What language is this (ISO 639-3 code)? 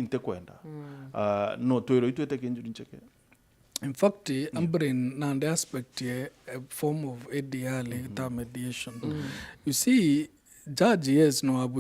mer